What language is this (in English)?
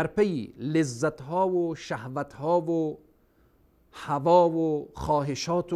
Persian